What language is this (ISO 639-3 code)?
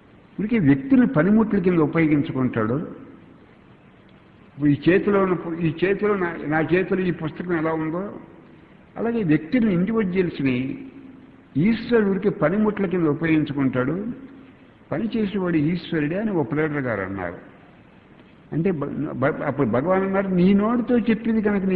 tel